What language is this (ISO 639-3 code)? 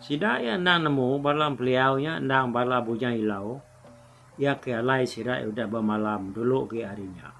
iba